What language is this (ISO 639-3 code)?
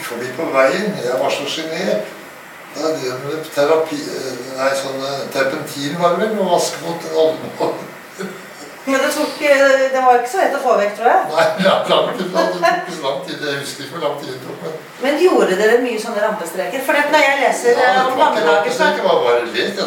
nor